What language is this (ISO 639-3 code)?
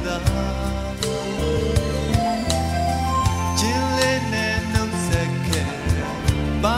mya